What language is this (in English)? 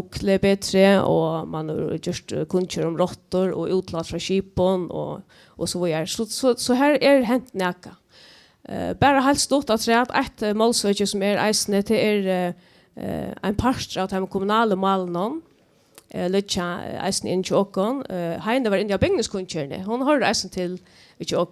Faroese